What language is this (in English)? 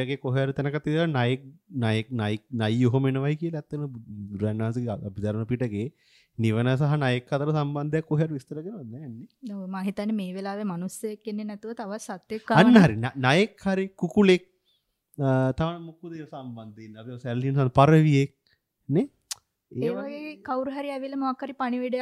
Sinhala